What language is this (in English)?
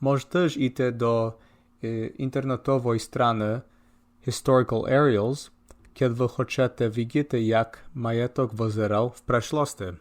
Rusyn